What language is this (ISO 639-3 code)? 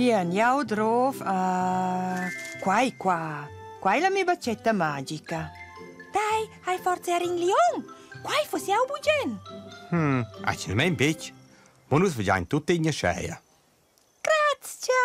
roh